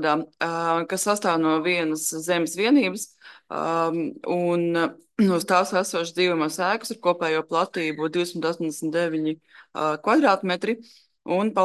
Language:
Latvian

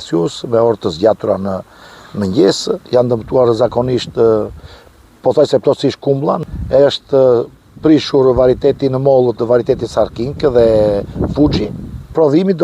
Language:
Albanian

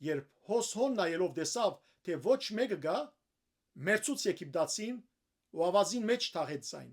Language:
Western Armenian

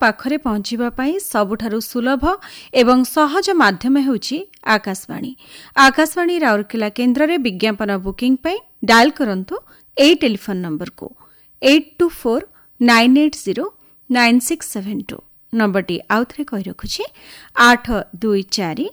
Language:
Odia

